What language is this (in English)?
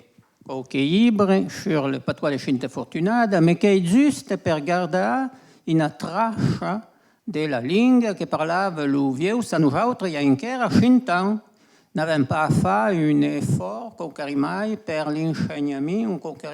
Occitan